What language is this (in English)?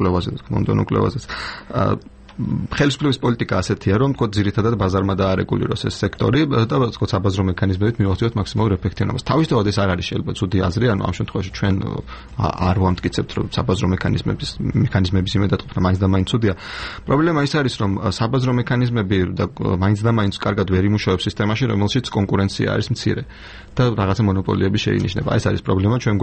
Georgian